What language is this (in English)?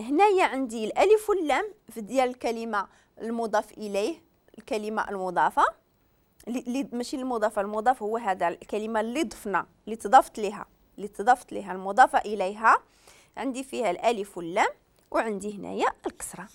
Moroccan Arabic